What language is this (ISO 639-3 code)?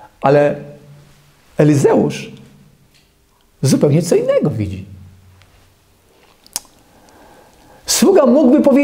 pol